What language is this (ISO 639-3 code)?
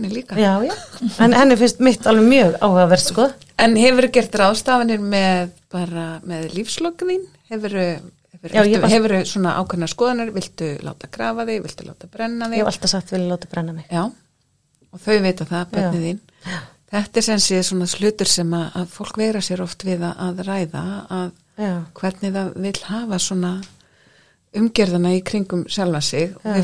isl